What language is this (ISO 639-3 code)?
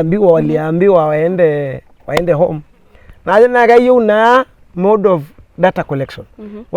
mas